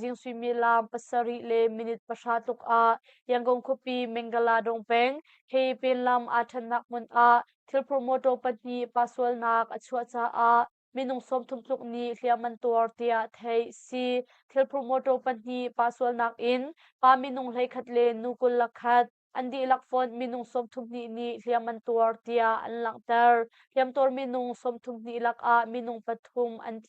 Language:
Hakha Chin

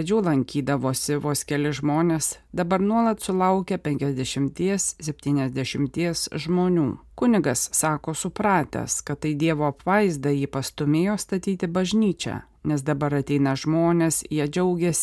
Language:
Lithuanian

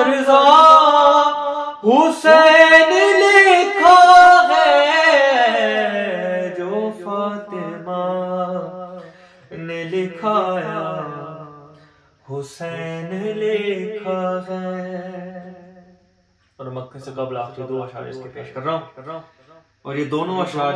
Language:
Urdu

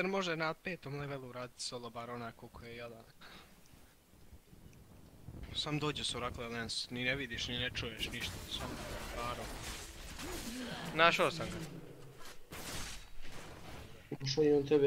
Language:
Croatian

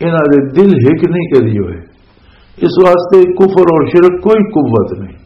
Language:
Western Panjabi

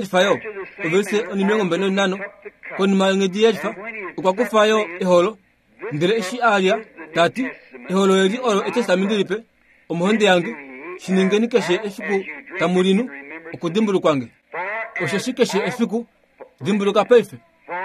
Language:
Kuanyama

